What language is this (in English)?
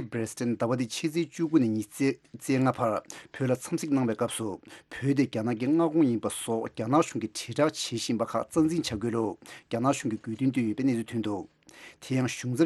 Tibetan